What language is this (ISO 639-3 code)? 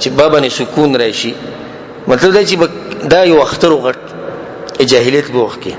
pus